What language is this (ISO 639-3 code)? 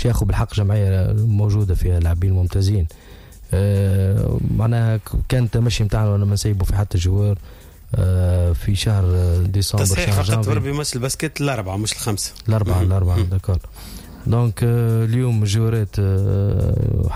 aeb